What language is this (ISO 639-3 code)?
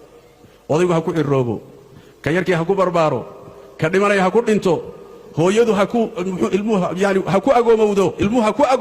som